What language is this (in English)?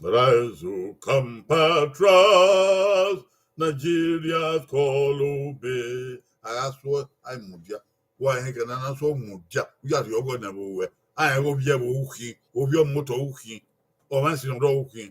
Bini